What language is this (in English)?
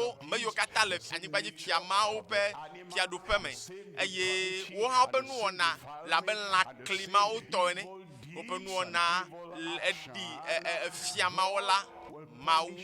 Ewe